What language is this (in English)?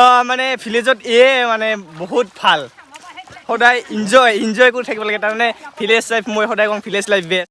Assamese